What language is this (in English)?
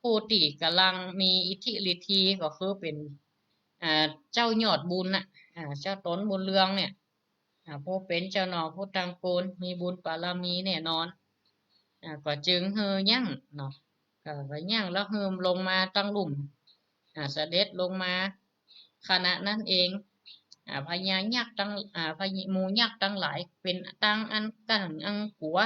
Northern Thai